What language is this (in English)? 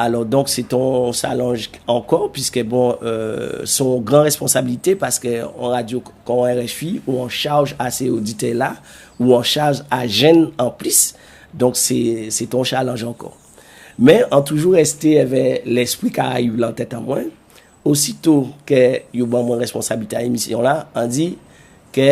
Guadeloupean Creole French